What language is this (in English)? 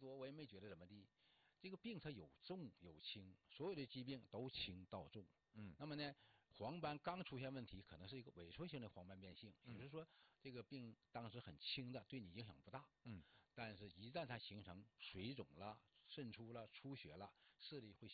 Chinese